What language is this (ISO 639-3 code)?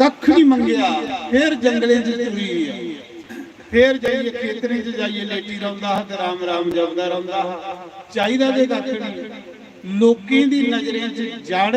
doi